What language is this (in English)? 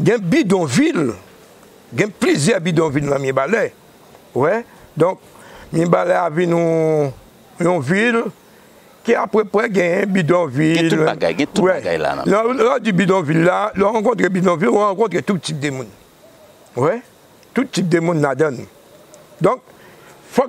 Haitian Creole